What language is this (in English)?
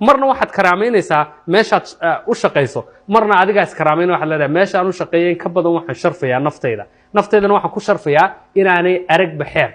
Somali